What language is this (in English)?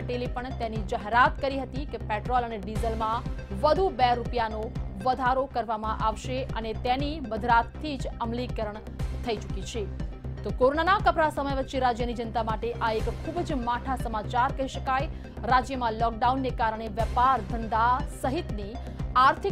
Gujarati